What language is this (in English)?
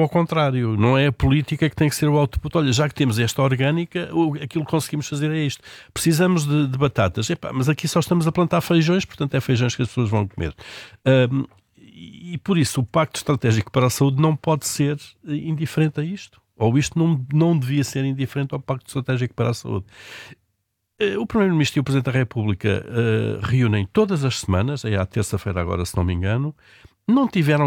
Portuguese